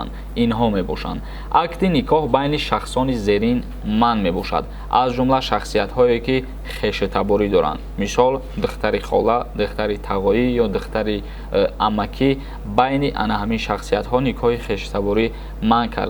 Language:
Tajik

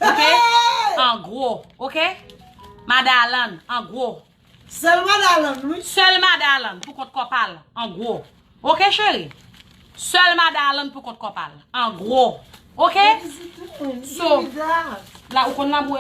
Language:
Haitian Creole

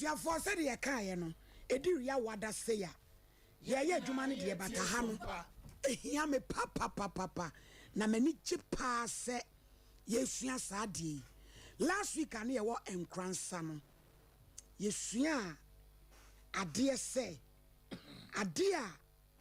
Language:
Akan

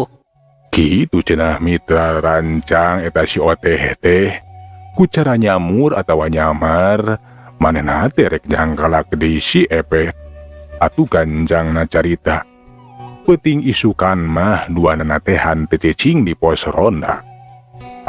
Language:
Sundanese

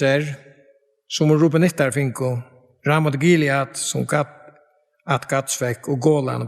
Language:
Faroese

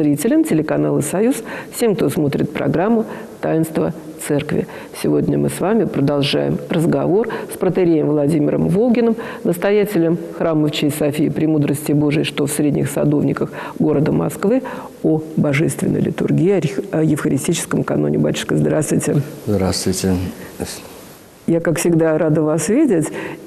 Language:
Russian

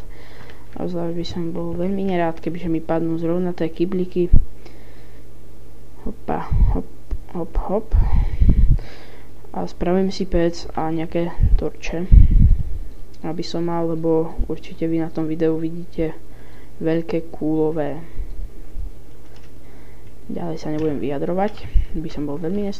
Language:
Slovak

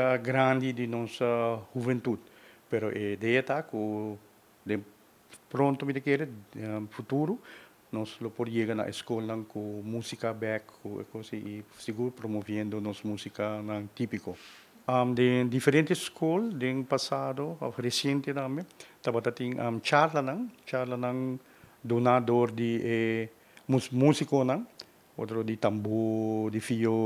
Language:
Papiamento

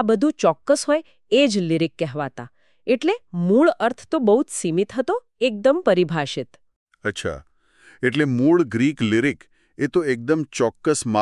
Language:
Gujarati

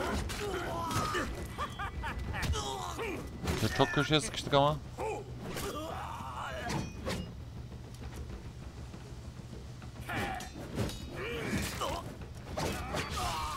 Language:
Turkish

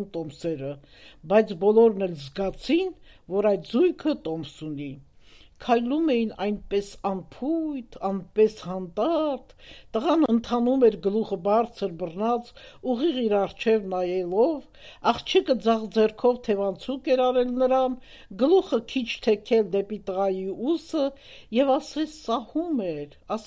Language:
Armenian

